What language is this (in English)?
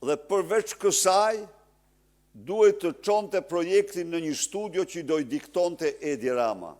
Albanian